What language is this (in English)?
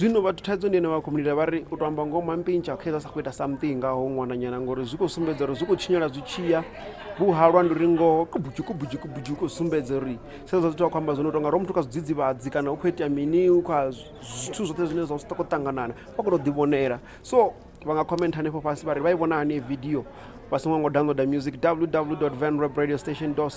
Venda